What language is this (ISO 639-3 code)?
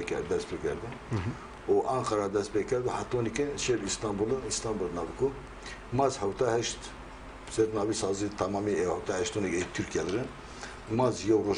zza